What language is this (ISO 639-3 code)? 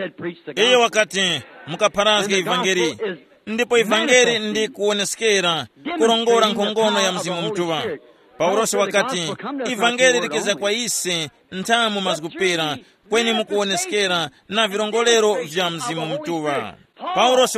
tum